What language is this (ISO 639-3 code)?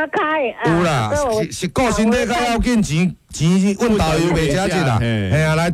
nan